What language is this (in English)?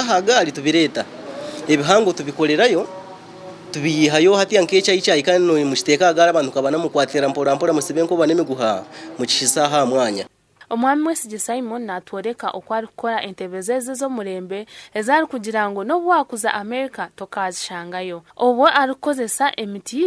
Nyankole